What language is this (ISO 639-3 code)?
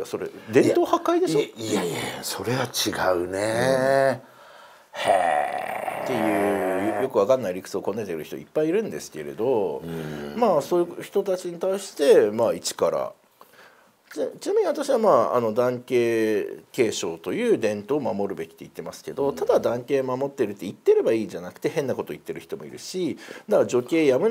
jpn